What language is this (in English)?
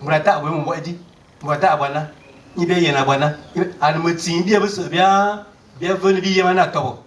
Fang